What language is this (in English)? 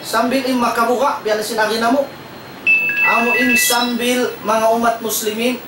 Tausug